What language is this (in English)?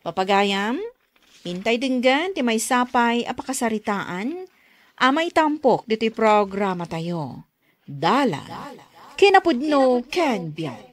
Iloko